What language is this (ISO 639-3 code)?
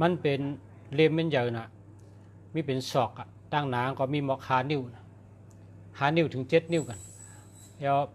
shn